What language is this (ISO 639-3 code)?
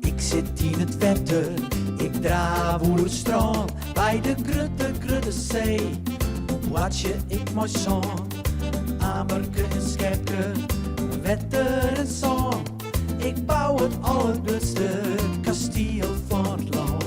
fry